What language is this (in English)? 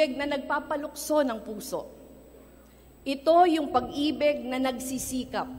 Filipino